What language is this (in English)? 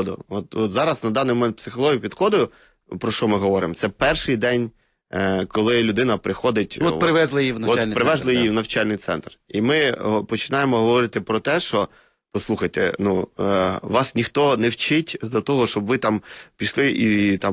Ukrainian